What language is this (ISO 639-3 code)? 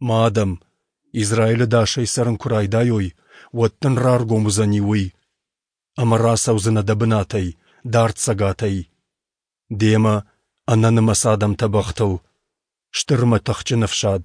oss